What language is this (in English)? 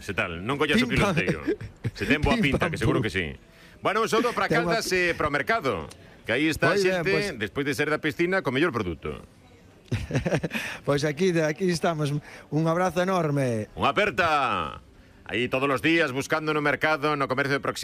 Galician